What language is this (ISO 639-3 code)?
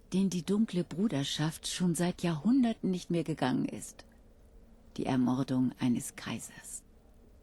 bar